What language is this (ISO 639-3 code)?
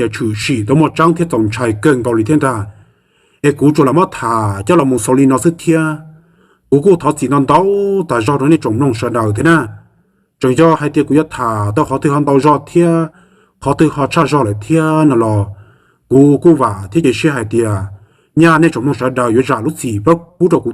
hmn